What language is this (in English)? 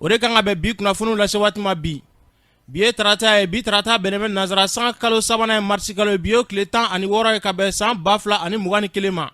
Bambara